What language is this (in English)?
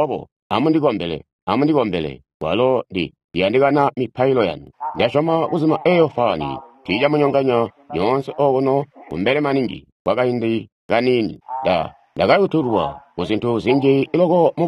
Tonga (Zambia)